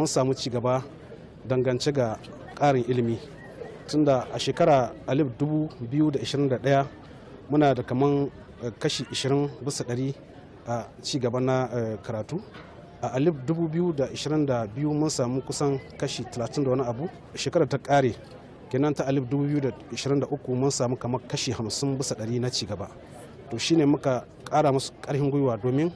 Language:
Hausa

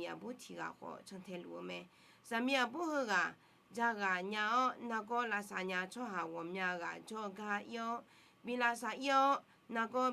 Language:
Akha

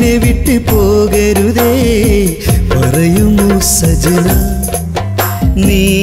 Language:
Malayalam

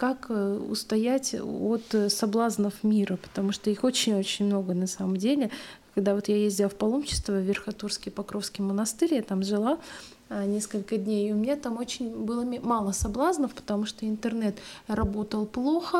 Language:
Russian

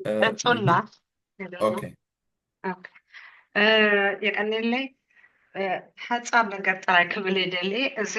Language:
Tigrinya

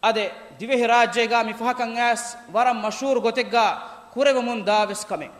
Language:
Divehi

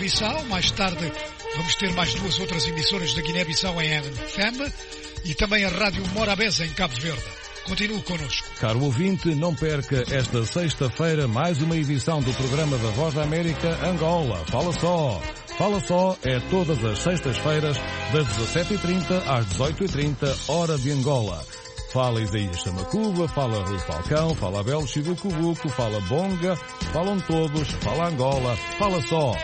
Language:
Portuguese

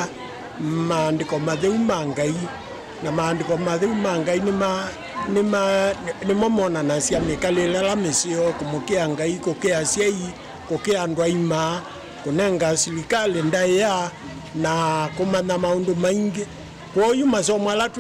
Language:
Kamba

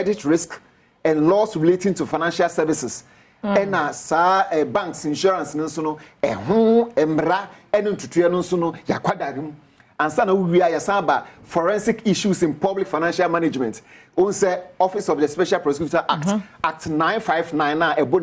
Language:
Akan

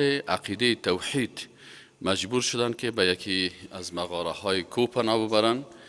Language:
Persian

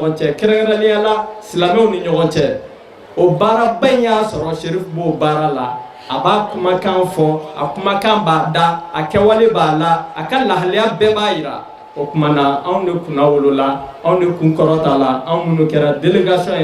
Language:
Bambara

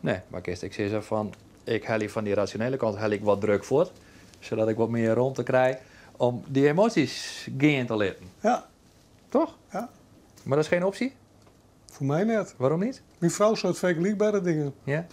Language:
Western Frisian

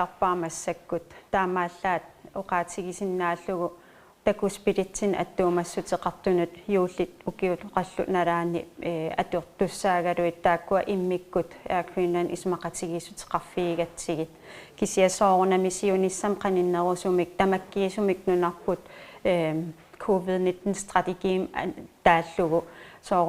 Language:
Kalaallisut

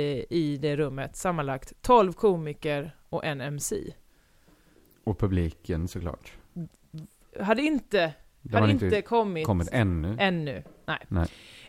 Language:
Swedish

